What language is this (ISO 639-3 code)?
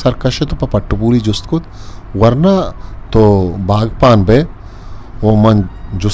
bgp